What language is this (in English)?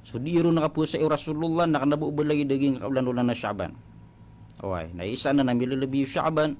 Maranao